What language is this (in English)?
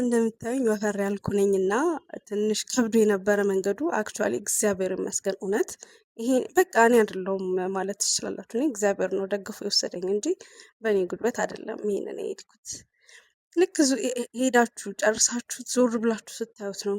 Amharic